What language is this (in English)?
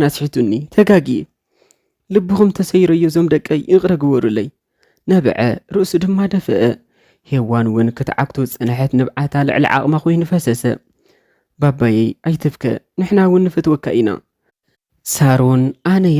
Tigrinya